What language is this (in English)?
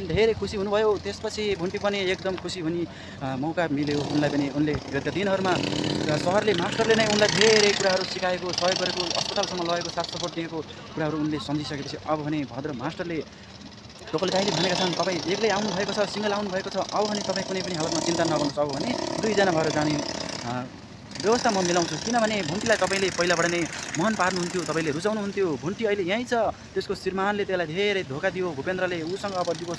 Nepali